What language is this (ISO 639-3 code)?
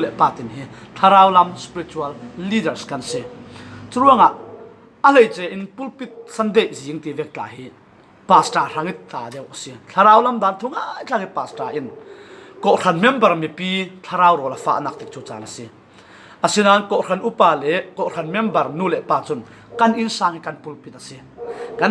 cfm